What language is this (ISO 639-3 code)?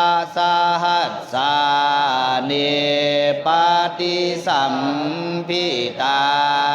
pli